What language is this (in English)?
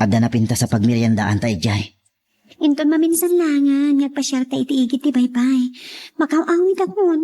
Iloko